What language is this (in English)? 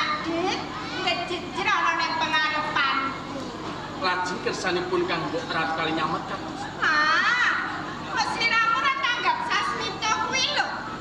Javanese